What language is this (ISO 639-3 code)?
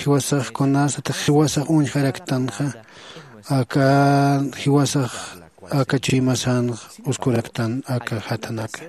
aym